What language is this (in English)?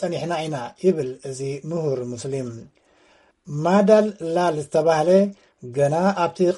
Tigrinya